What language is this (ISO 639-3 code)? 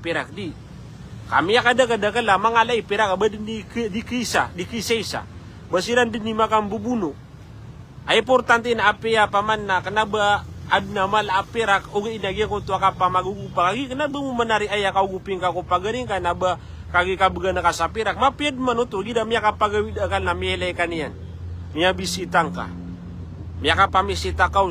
mrw